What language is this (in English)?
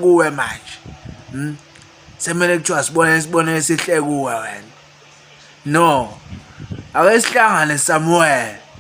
Zulu